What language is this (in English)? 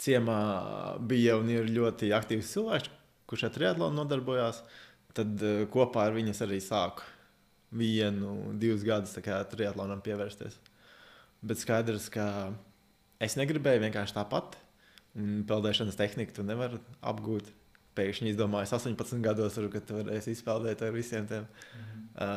Latvian